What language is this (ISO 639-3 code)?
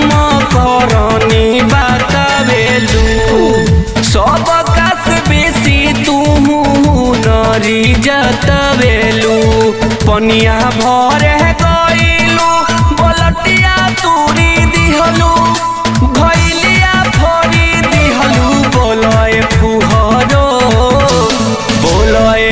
bho